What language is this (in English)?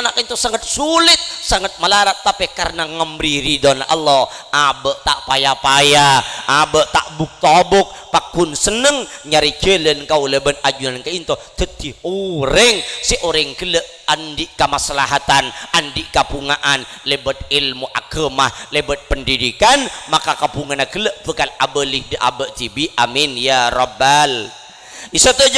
Madurese